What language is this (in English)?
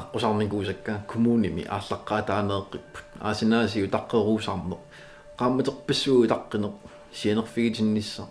Kalaallisut